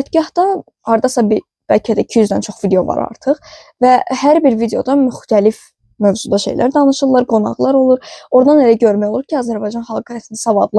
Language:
Azerbaijani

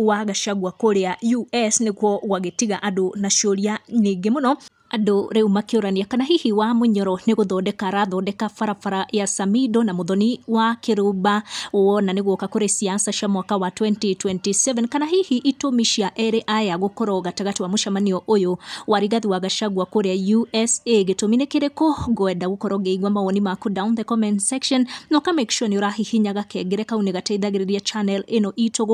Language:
Kikuyu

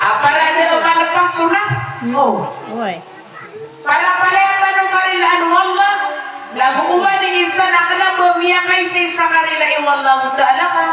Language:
Maranao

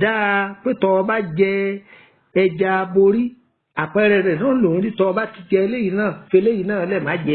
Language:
Yoruba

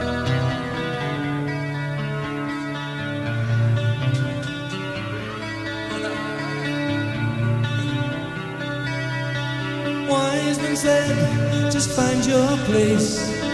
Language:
English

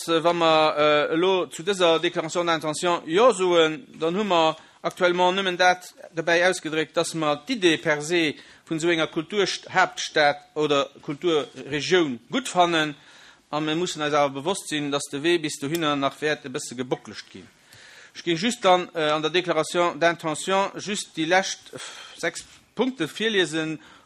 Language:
Luxembourgish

